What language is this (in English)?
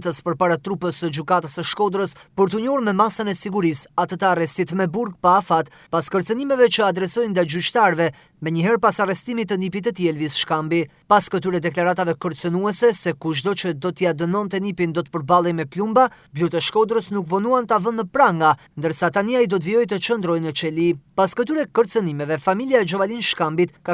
Albanian